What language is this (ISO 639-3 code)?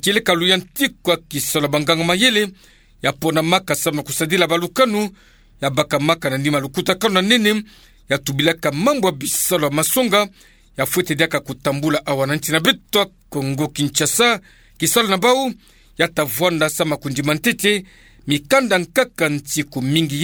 ktu